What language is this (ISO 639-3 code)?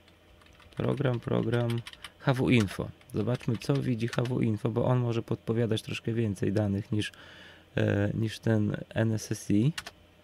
pol